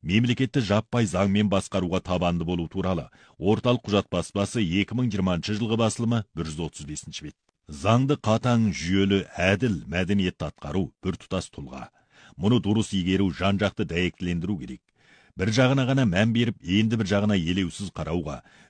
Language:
Kazakh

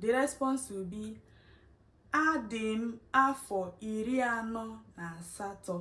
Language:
Igbo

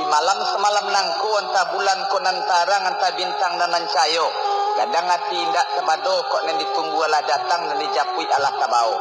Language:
Minangkabau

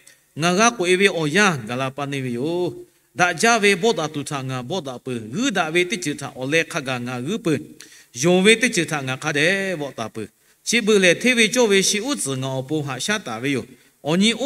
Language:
Lahu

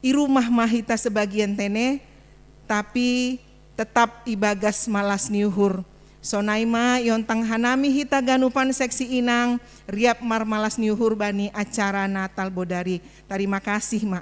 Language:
Batak Simalungun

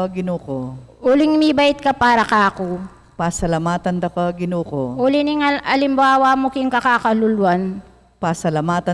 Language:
Pampanga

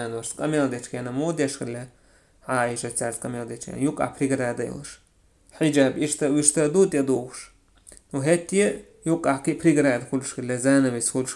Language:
Chechen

